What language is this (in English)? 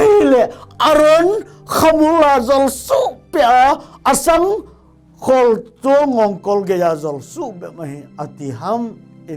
Thado Chin